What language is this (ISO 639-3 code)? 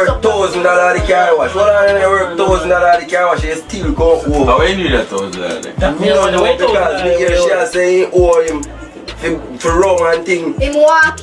jam